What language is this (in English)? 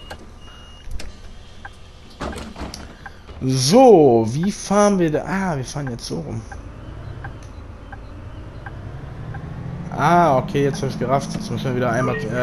German